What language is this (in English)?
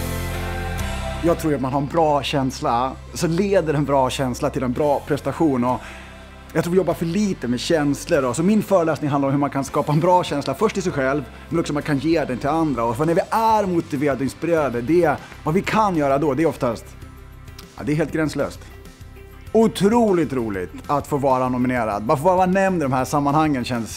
Swedish